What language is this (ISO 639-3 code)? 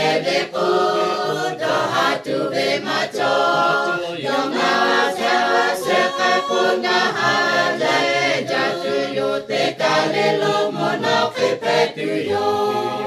lhu